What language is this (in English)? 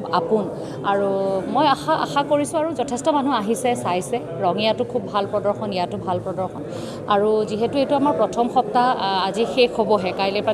Assamese